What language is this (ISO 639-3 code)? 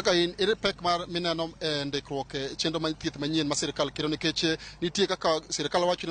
luo